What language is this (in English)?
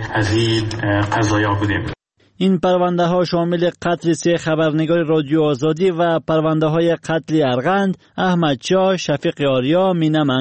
Persian